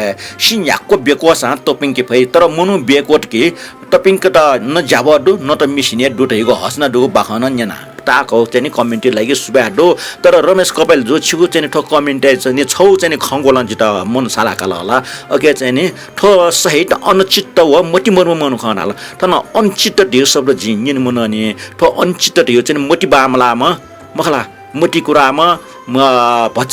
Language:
Newari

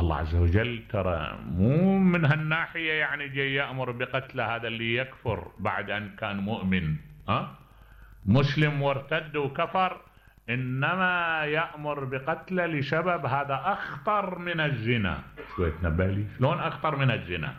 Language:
Mesopotamian Arabic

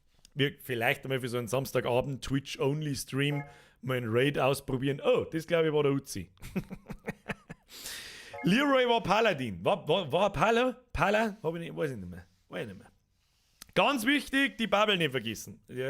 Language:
Bavarian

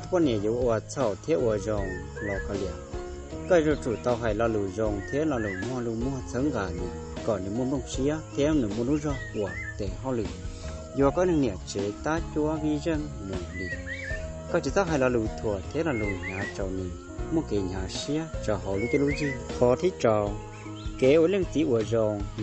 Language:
Hmong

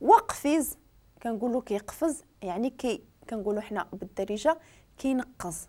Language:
Moroccan Arabic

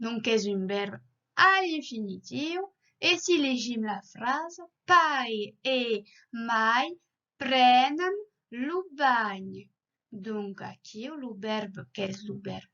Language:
Occitan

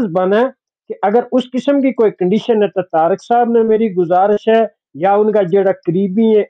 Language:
Gujari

